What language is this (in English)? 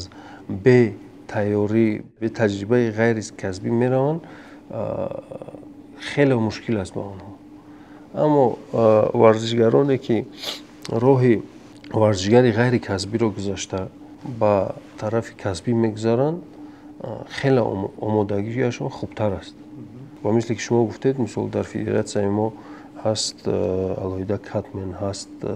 Tajik